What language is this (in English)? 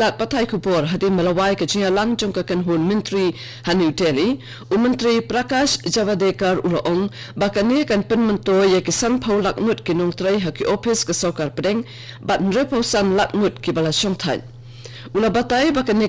Khasi